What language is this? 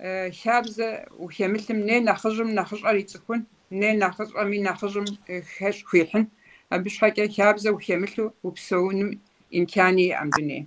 Kabardian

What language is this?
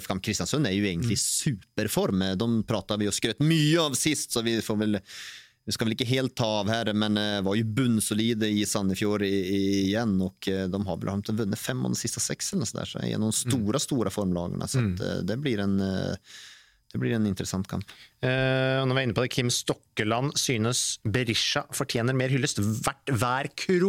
Norwegian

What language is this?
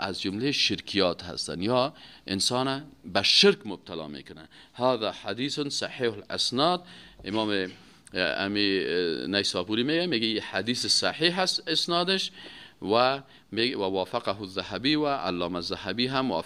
Persian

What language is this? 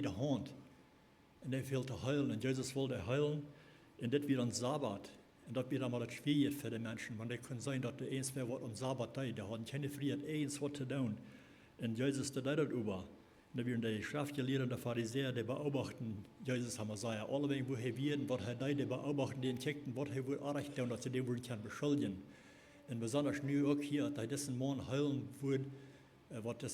Plautdietsch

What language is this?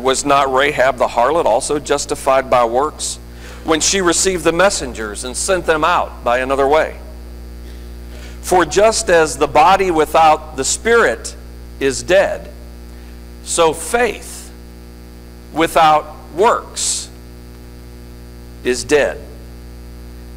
English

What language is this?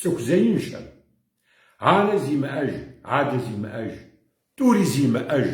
Kabardian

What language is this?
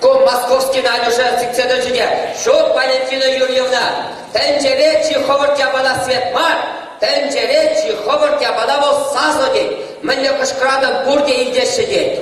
Chuvash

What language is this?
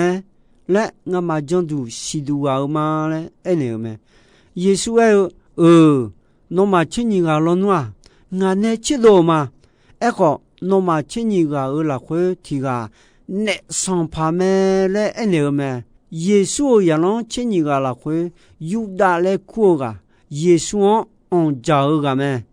Akha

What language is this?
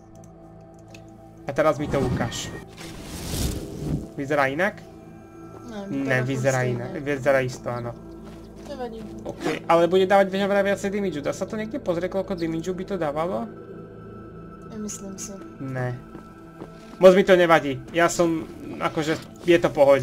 Slovak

